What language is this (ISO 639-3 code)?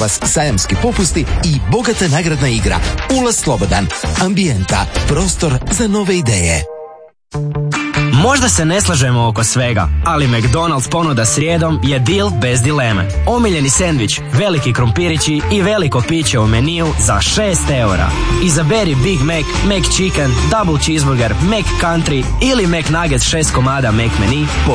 hrv